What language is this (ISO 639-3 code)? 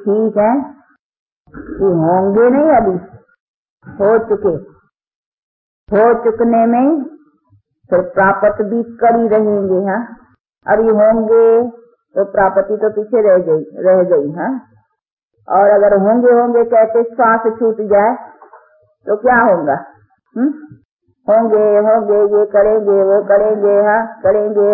hin